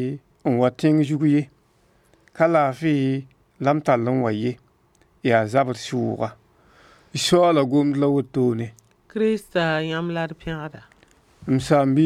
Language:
Mossi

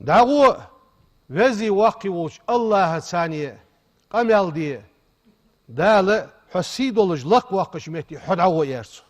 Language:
Ingush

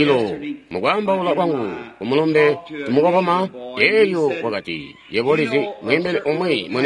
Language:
Tonga (Zambia)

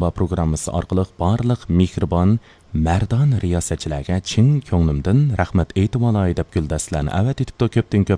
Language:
Uyghur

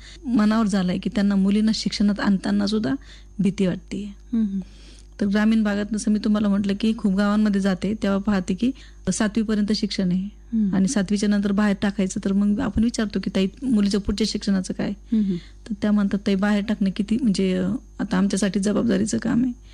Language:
Marathi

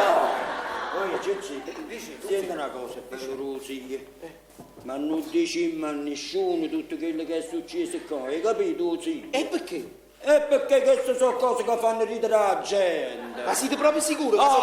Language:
Neapolitan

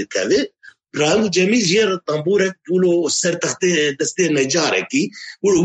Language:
Kurdish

